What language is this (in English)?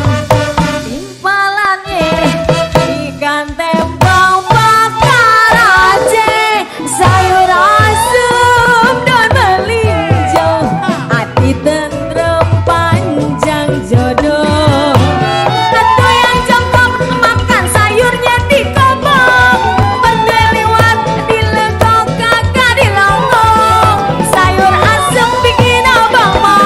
Betawi